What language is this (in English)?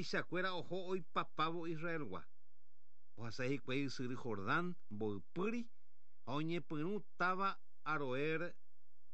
Guarani